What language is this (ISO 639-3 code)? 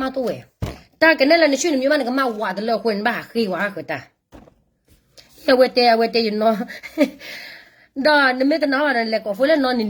ksw